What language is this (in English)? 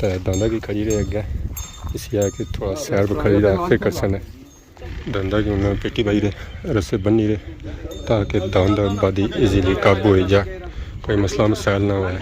Pahari-Potwari